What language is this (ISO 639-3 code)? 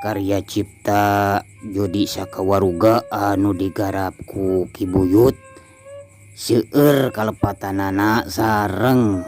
sun